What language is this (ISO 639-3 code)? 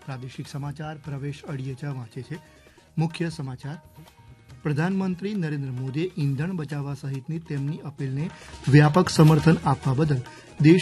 guj